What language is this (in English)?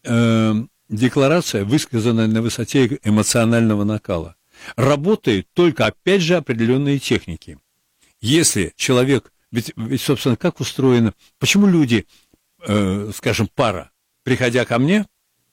Russian